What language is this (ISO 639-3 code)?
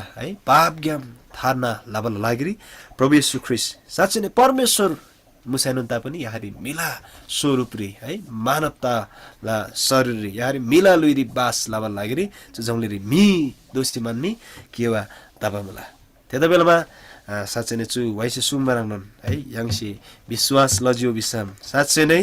taj